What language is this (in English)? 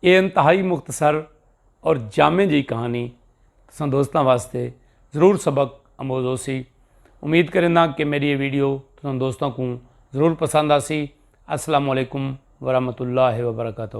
Saraiki